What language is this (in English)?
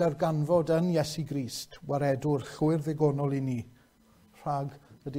Welsh